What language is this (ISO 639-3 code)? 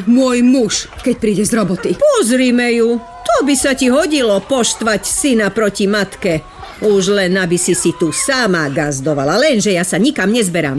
slk